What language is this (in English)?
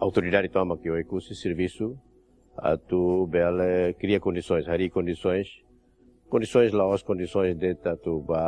Tetum